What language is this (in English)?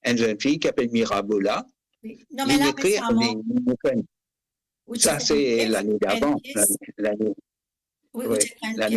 Morisyen